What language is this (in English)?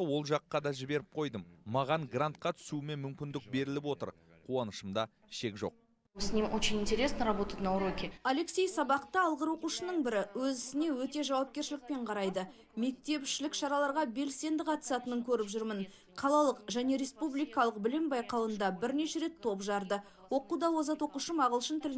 Kazakh